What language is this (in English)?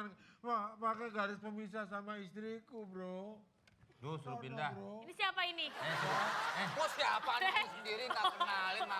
Betawi